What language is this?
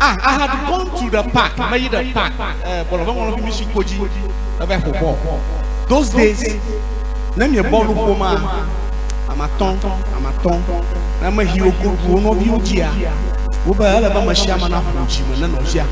Ewe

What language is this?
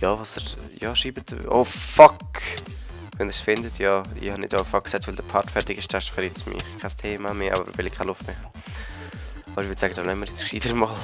Swiss German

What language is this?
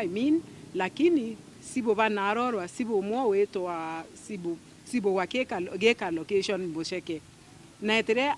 Meru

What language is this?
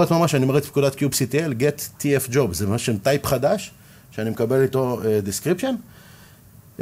Hebrew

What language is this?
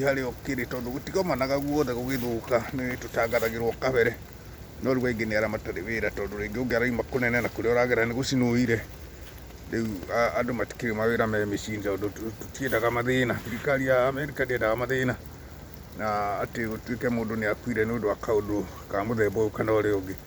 Kikuyu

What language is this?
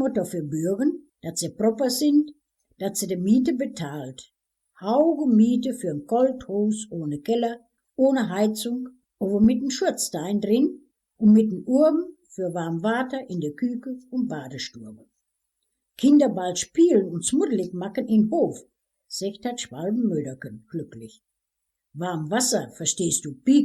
Westphalien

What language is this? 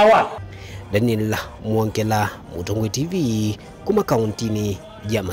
Kamba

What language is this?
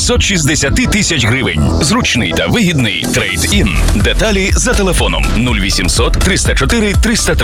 Ukrainian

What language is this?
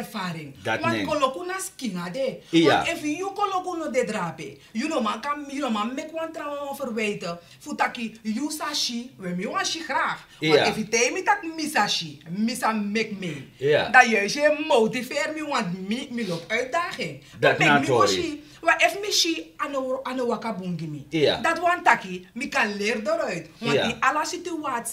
Sranan Tongo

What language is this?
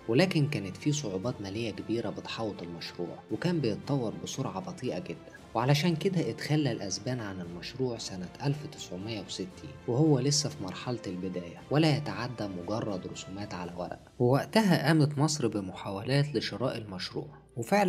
Egyptian Arabic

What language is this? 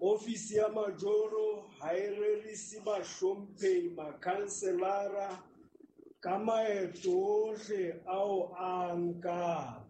Southern Sotho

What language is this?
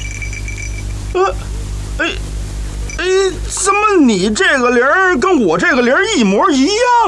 Chinese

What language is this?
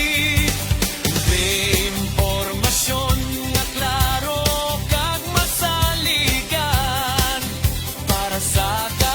Hiligaynon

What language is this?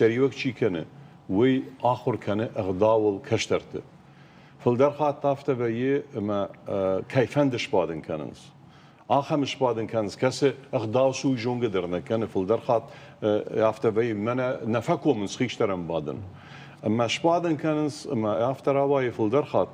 Ossetic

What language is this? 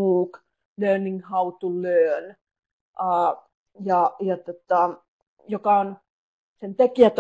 Finnish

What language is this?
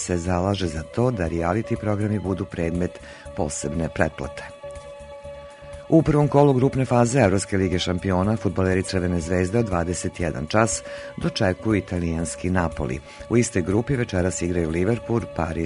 Serbian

